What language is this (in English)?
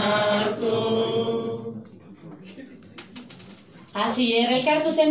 Basque